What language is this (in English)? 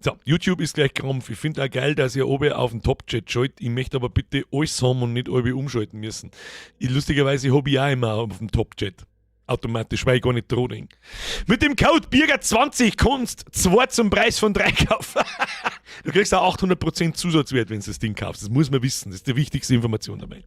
Bavarian